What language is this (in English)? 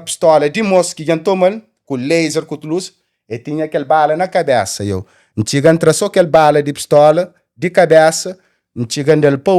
Kabuverdianu